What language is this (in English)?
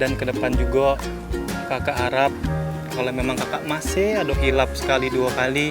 Musi